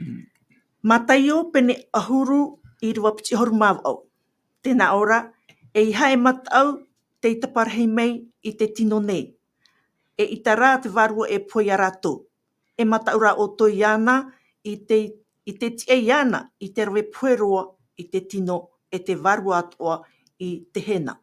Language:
Tahitian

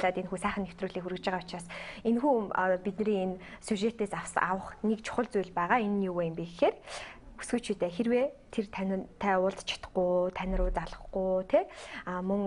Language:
Mongolian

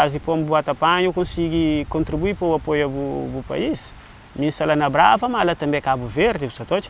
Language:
Kabuverdianu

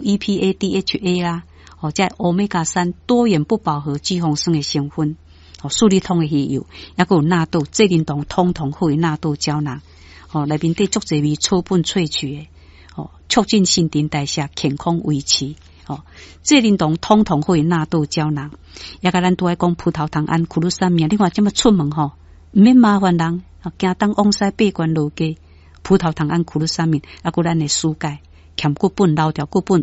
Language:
Min Nan Chinese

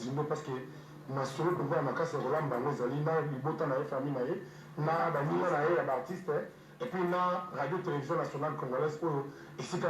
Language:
Lingala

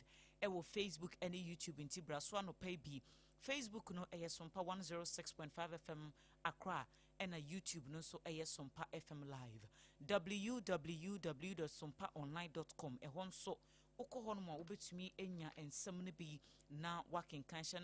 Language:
Akan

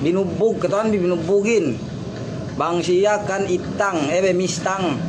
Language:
Yakan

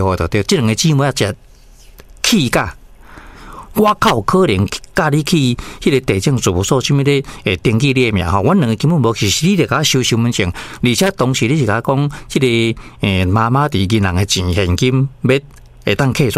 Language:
Min Nan Chinese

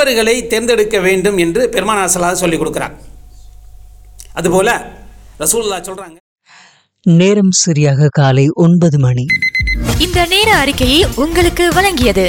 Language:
Tamil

